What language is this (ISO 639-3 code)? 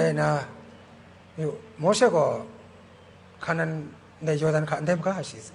kac